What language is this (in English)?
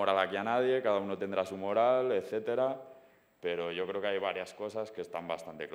Spanish